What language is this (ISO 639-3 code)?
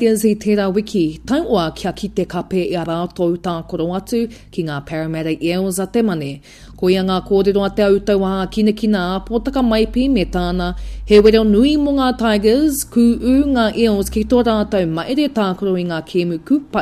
mri